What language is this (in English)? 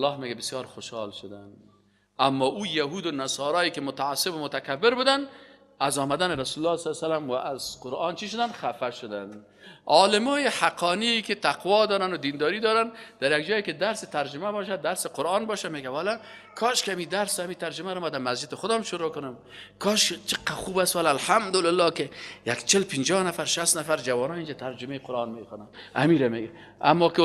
Persian